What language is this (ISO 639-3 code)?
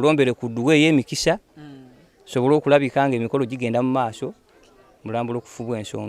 lug